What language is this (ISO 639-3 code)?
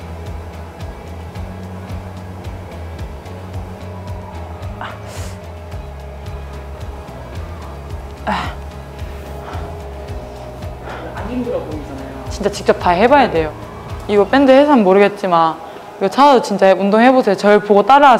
kor